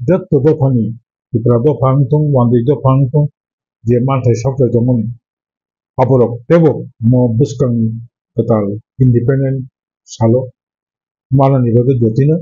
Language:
Kok Borok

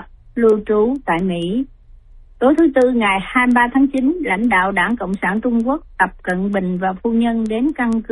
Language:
Vietnamese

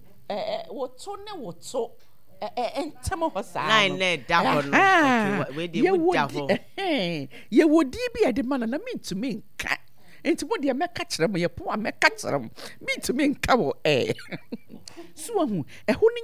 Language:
Akan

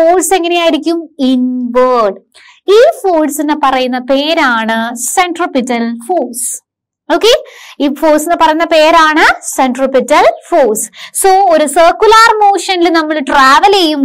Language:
Malayalam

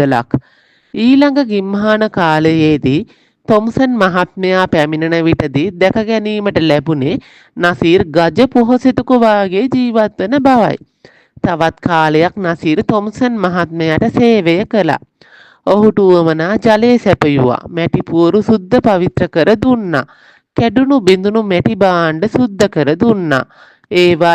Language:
Sinhala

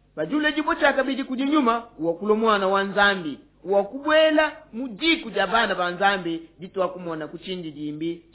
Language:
Luba-Lulua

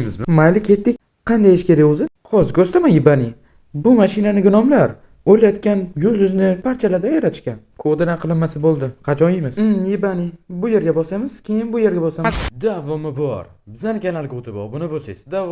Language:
Uzbek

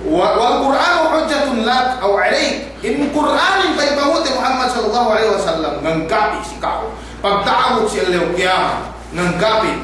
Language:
Yakan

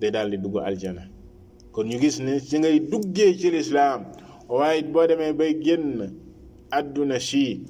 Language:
Wolof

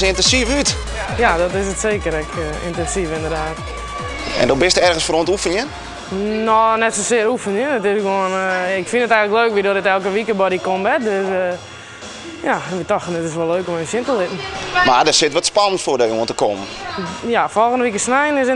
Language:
Western Frisian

